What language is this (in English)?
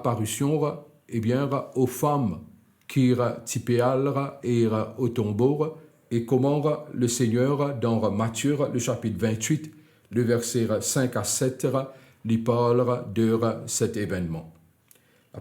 Morisyen